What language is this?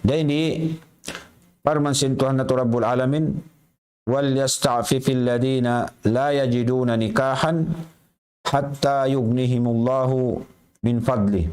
Tausug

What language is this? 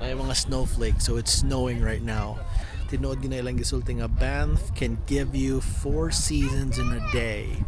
Cebuano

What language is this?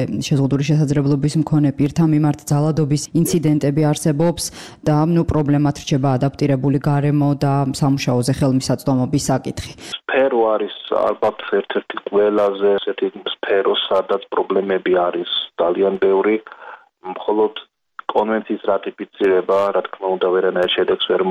Georgian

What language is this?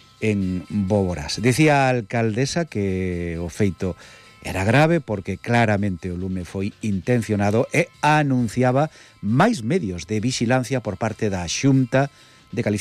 Galician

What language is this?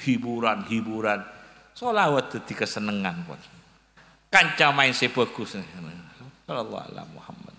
Madurese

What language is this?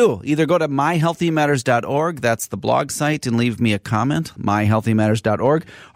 English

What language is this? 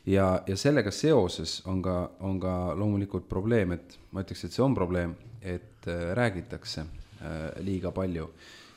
Estonian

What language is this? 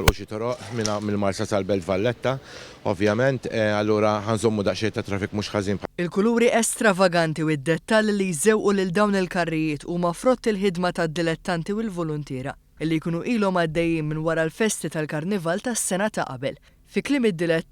Maltese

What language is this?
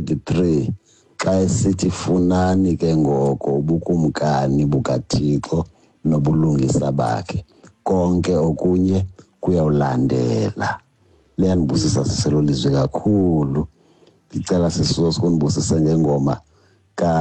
Xhosa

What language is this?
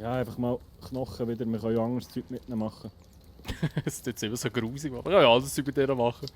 Swiss German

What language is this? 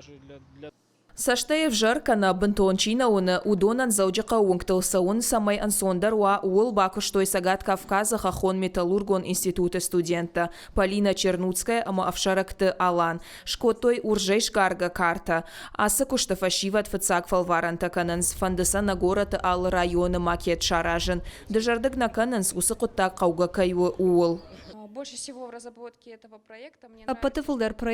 Ossetic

